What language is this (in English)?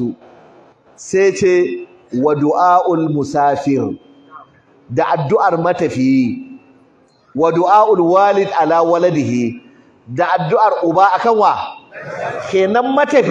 Hausa